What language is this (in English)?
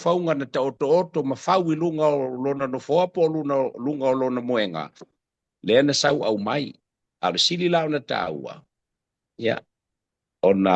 Samoan